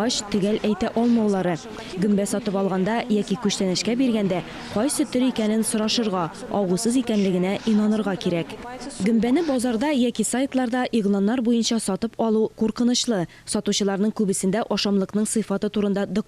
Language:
Tatar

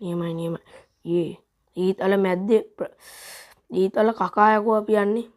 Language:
Sinhala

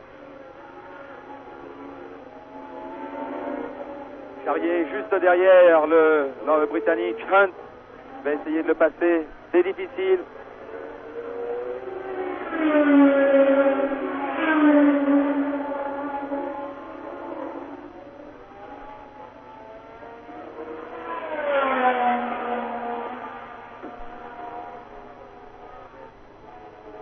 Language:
French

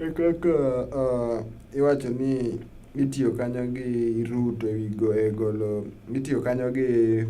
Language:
Luo (Kenya and Tanzania)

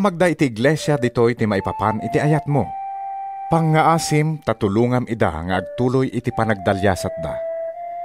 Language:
Iloko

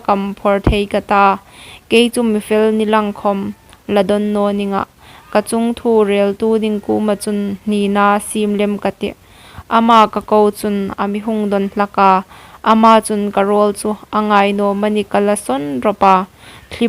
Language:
Hmar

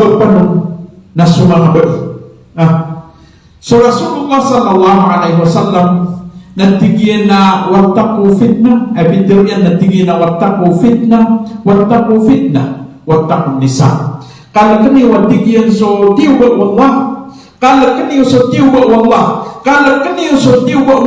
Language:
Maranao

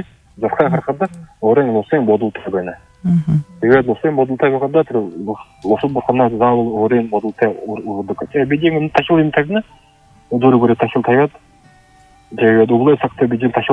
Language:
Buriat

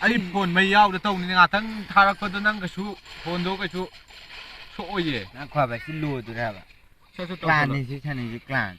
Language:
Manipuri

